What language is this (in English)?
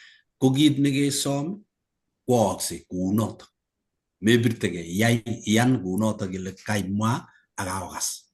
Kalenjin